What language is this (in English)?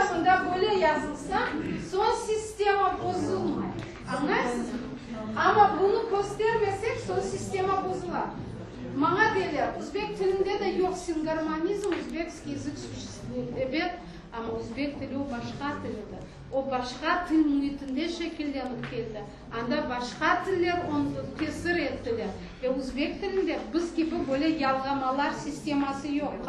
Crimean Tatar